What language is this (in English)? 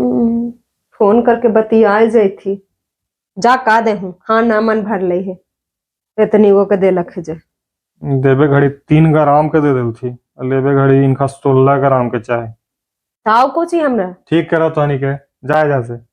Magahi